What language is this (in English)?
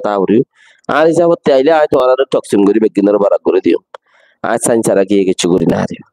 Rohingya